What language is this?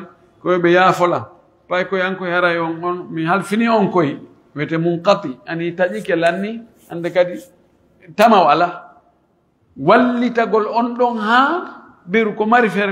Pular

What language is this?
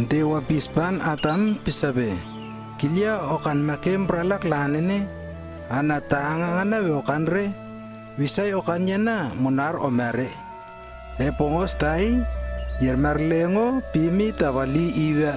Lewo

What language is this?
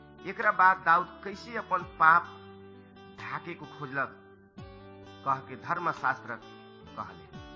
Bhojpuri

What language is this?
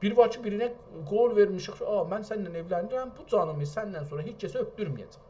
South Azerbaijani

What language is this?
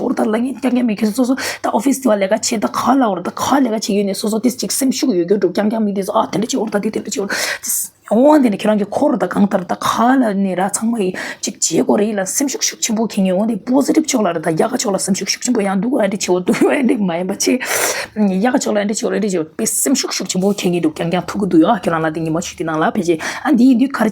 Tibetan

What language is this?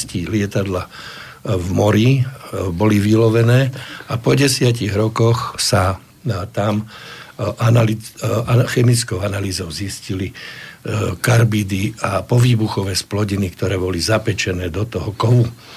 Slovak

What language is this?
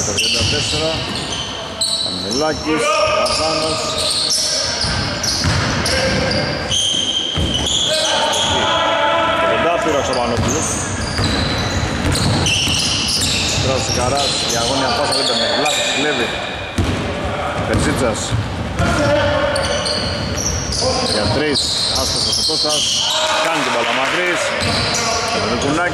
Greek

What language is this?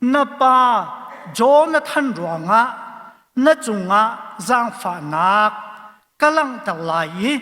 Hakha Chin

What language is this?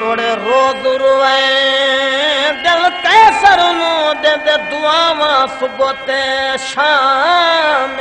Saraiki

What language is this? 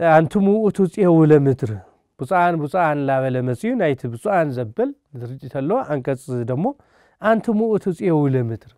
Tigrinya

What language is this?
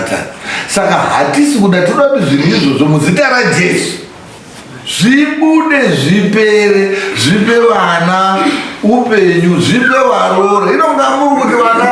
Shona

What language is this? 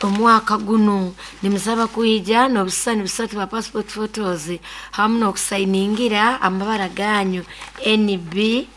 Nyoro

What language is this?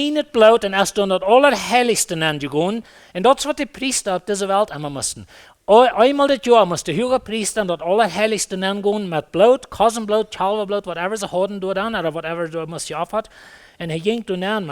Plautdietsch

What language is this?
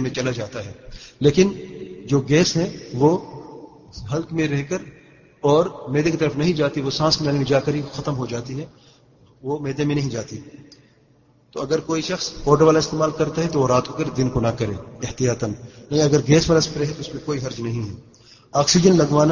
Urdu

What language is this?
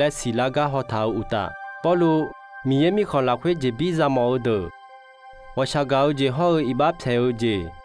Akha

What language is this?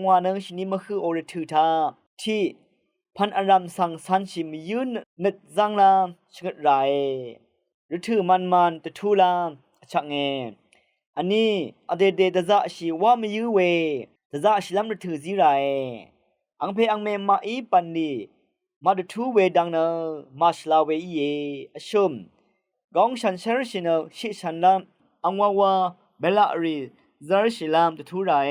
Rawang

